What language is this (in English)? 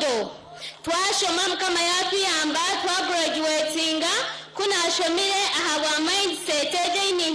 Nyankole